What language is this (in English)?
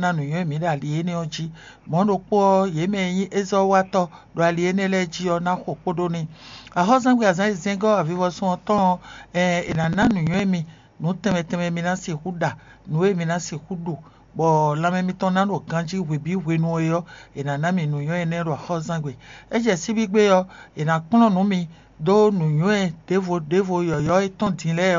Fon